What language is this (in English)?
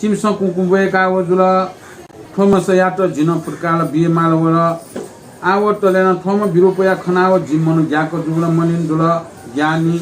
Newari